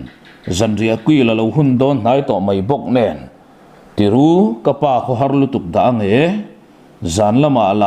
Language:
Mizo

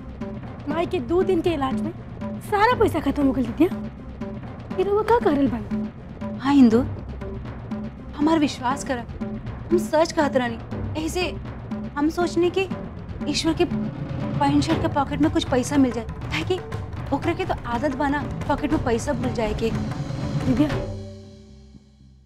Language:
Bhojpuri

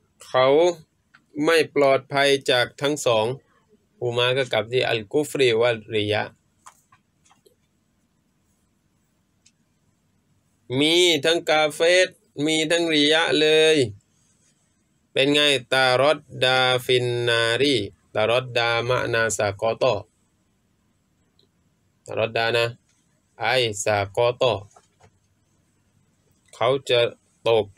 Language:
Thai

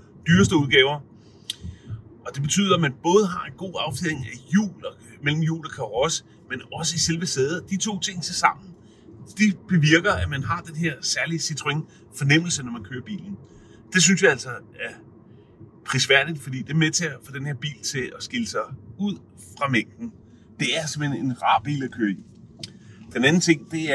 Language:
Danish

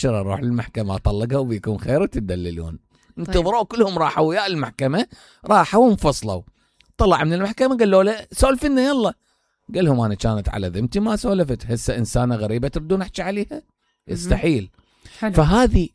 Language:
Mesopotamian Arabic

